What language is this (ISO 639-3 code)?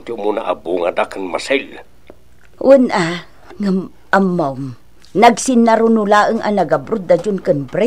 ilo